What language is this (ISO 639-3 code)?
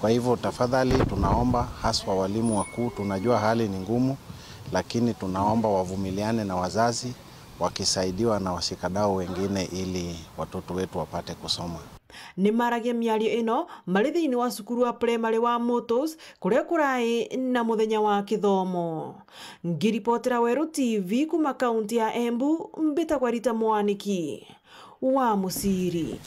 mer